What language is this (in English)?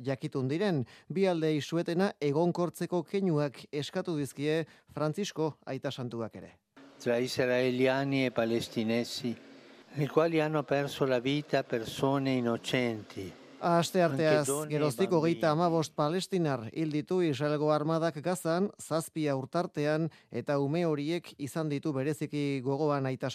Basque